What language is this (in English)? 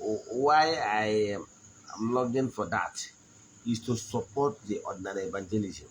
Igbo